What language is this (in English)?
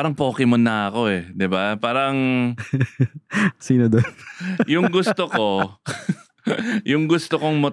Filipino